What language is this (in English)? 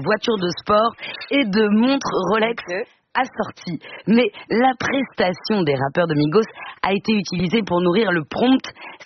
French